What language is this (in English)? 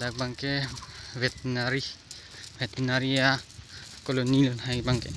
Karbi